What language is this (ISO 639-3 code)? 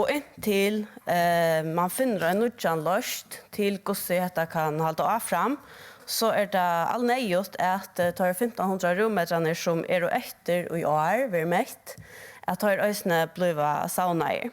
fao